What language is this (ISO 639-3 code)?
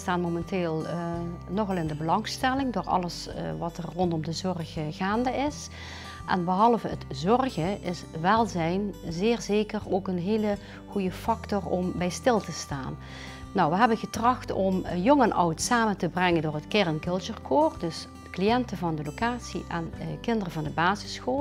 nld